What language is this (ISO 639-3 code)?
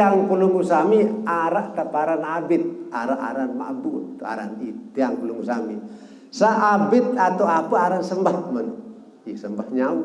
sas